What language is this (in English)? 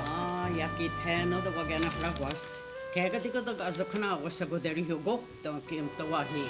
Mohawk